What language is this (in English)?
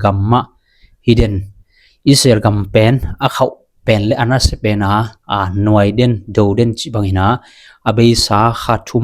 Tedim Chin